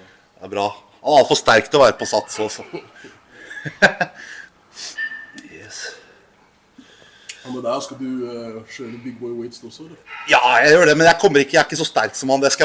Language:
Norwegian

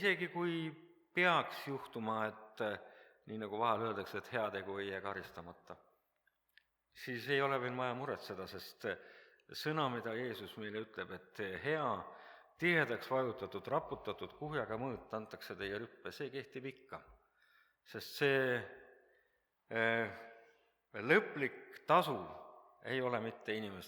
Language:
Estonian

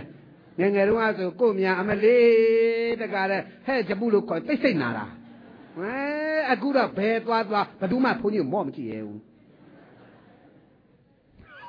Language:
Burmese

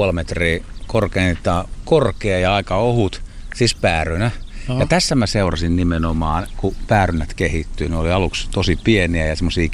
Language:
Finnish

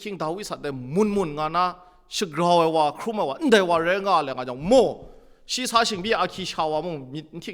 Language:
Kachin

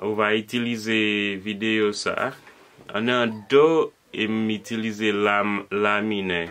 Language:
Haitian Creole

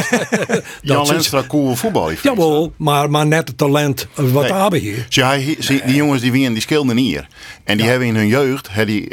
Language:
Western Frisian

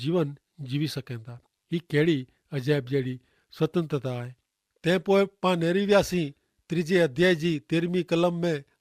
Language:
Kachhi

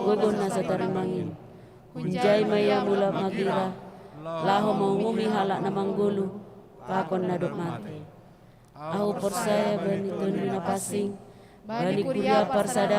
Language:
Batak Simalungun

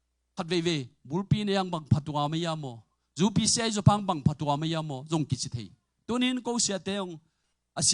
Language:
Tedim Chin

